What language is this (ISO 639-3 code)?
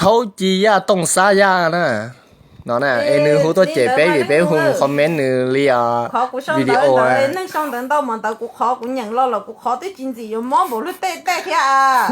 hmn